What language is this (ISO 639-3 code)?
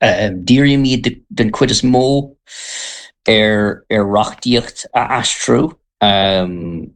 gle